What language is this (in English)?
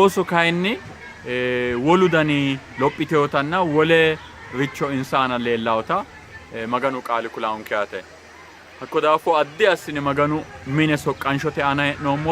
Sidamo